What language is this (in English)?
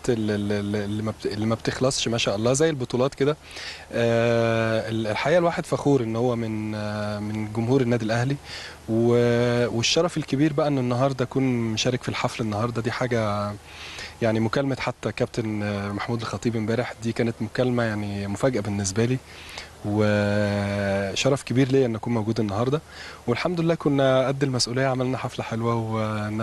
Egyptian Arabic